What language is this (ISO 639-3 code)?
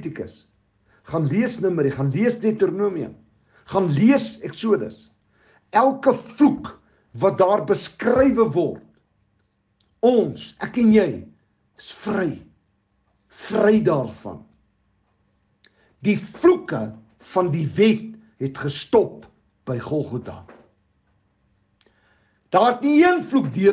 afr